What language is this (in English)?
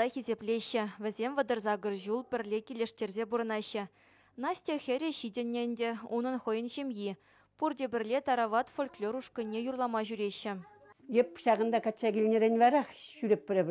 Chuvash